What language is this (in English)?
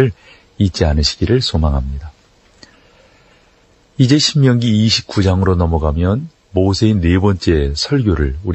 Korean